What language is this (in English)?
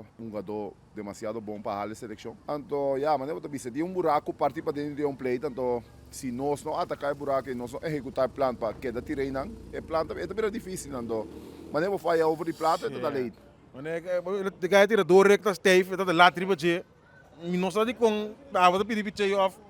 Papiamento